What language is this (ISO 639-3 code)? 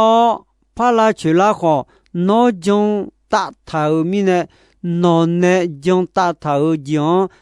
ahk